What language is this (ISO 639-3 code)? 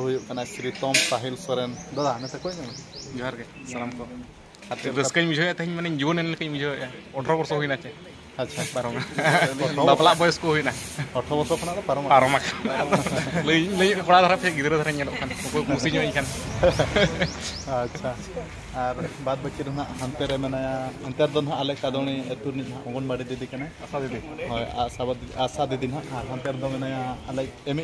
sat